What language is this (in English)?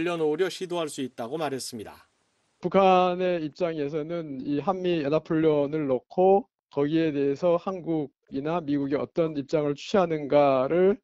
Korean